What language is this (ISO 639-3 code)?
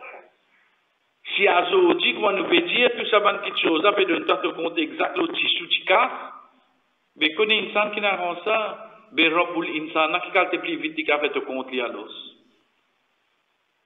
fra